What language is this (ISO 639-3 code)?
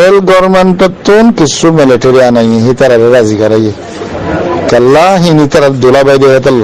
rhg